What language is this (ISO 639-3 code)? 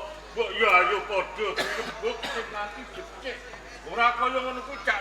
jav